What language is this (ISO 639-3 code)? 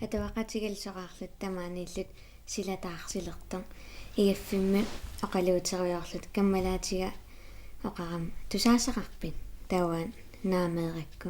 kal